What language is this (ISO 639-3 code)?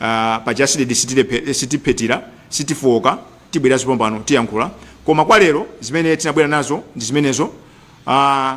nya